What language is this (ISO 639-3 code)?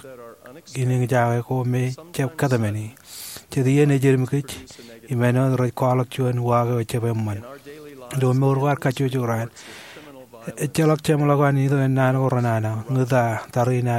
mah